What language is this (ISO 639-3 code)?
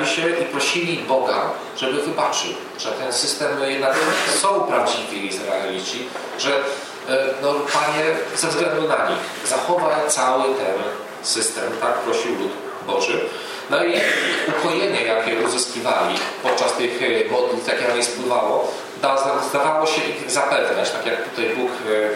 pol